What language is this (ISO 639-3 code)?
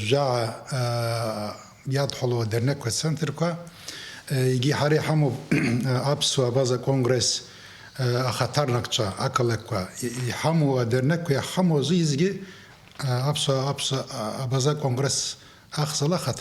abk